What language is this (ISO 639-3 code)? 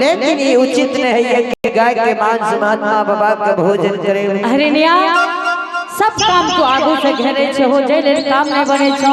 anp